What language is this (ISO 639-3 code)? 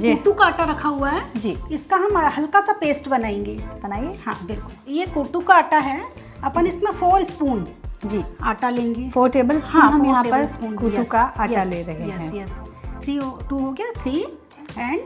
hin